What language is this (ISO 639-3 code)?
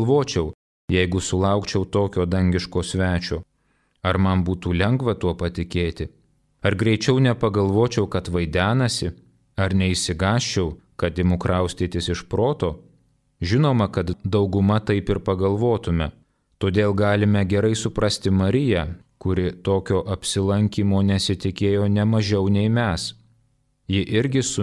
lit